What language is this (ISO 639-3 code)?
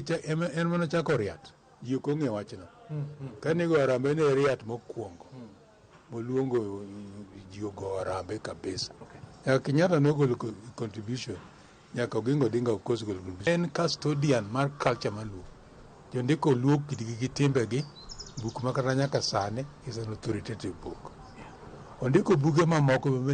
luo